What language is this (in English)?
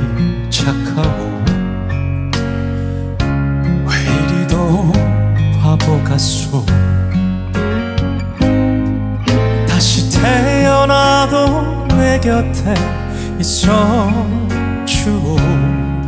Korean